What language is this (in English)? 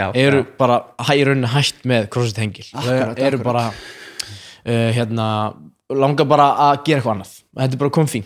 Icelandic